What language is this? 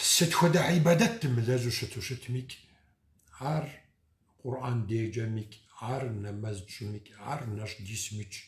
Kabardian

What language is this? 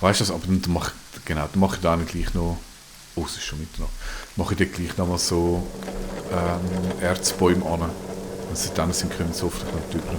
Swiss German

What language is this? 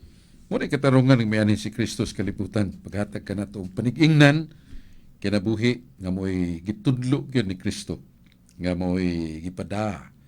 Cebuano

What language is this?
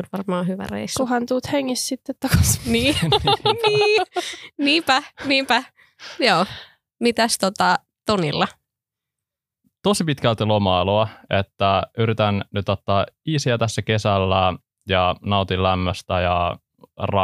Finnish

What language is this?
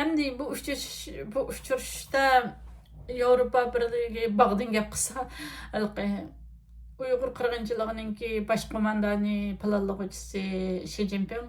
Uyghur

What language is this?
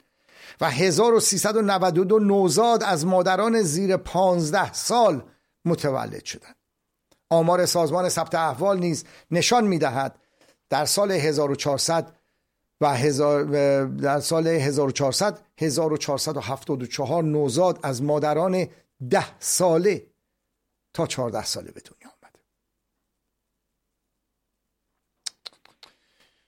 Persian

